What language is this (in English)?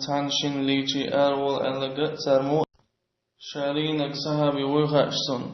Chechen